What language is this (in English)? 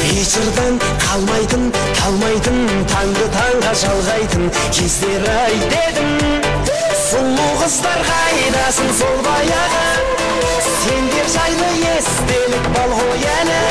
Kara-Kalpak